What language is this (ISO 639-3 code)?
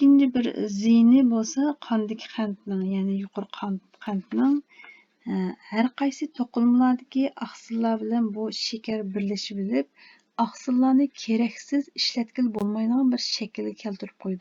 uig